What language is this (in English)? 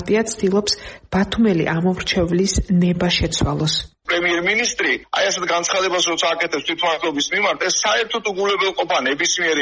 Georgian